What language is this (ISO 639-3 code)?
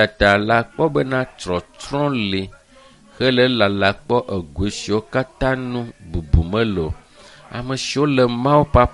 ewe